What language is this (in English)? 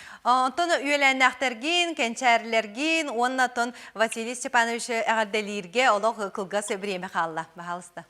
Yakut